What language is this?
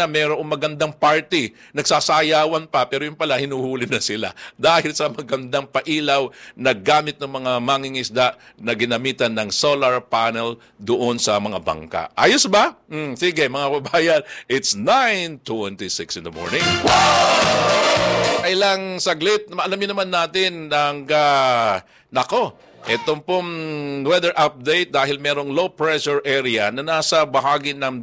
Filipino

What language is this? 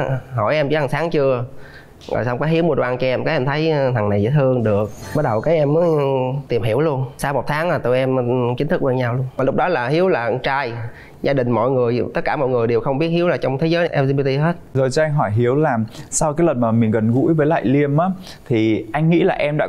Vietnamese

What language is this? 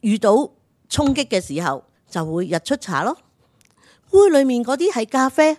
Cantonese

